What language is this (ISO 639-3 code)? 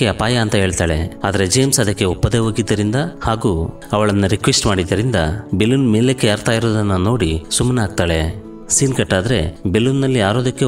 kan